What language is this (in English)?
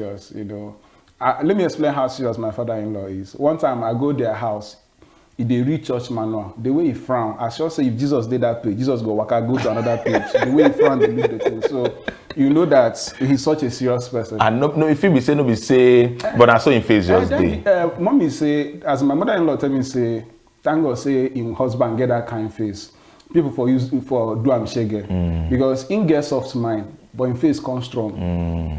Nigerian Pidgin